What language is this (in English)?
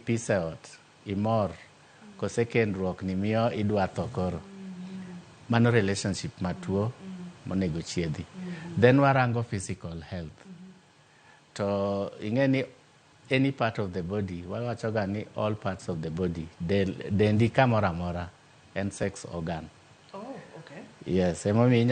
Luo (Kenya and Tanzania)